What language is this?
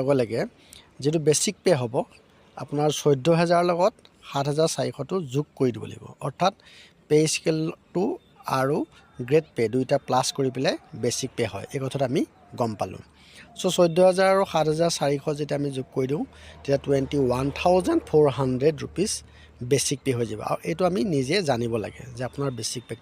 Assamese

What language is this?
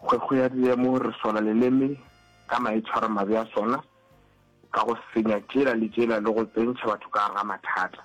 Northern Sotho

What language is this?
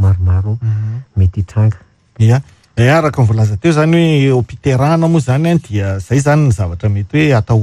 Malagasy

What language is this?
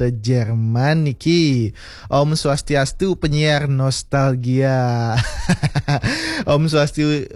Balinese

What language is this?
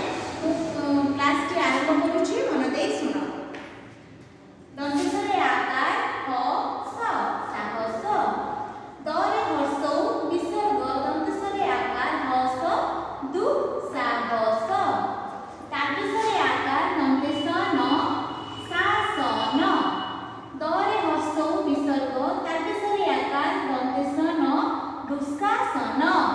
Odia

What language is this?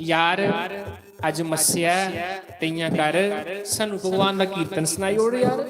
Dogri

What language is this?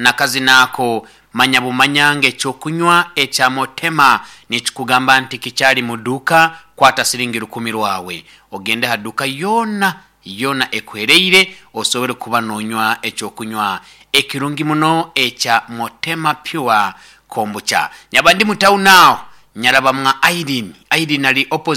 Nyankole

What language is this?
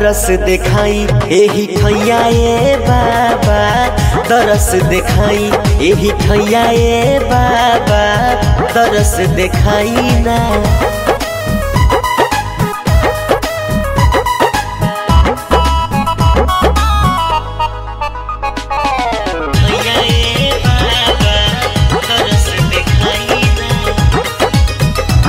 Bhojpuri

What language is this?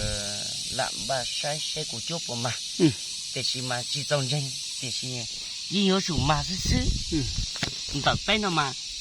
Hmong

